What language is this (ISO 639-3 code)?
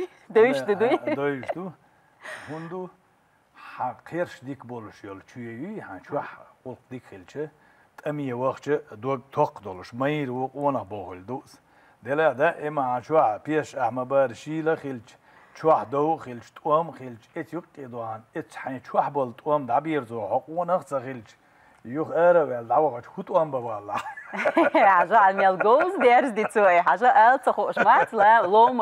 che